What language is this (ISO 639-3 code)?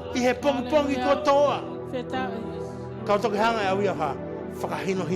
ton